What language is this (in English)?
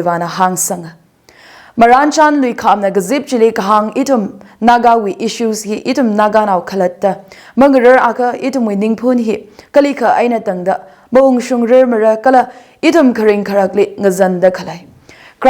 Tangkhul Naga (India)